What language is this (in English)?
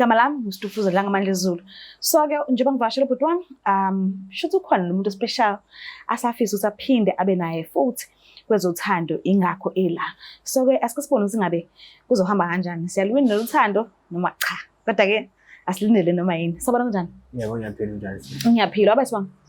Zulu